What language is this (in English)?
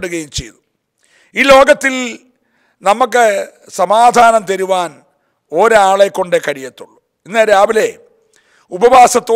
Malayalam